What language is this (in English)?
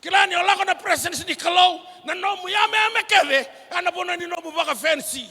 Fijian